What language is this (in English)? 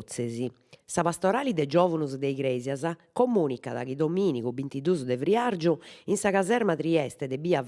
Sardinian